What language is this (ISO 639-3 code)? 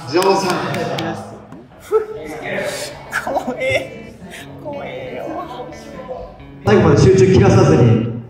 jpn